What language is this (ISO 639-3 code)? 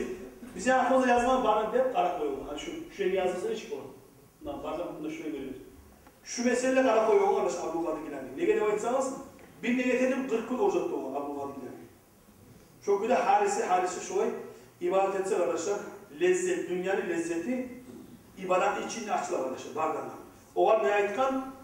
kum